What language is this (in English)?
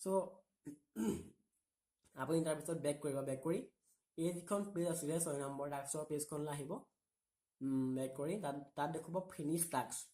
Assamese